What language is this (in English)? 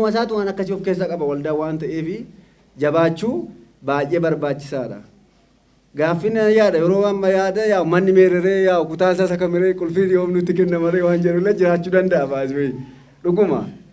Oromo